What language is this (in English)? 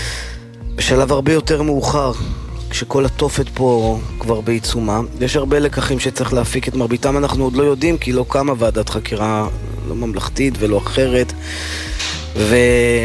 Hebrew